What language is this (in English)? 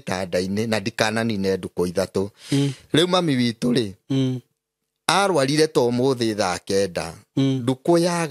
Kikuyu